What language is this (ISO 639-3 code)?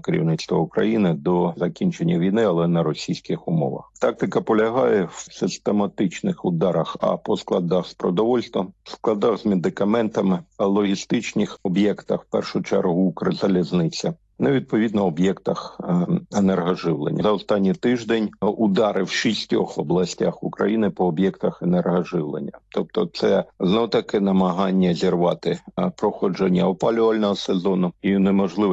ukr